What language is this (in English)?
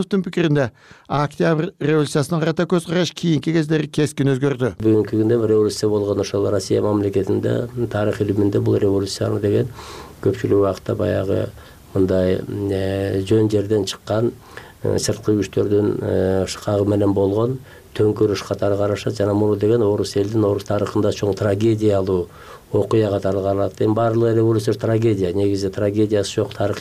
Kyrgyz